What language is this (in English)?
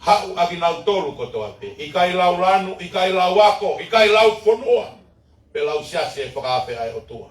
Tongan